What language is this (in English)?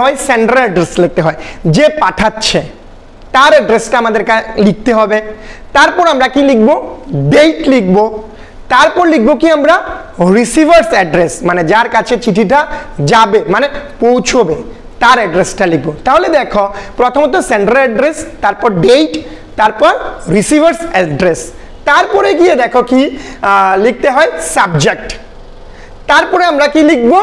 Bangla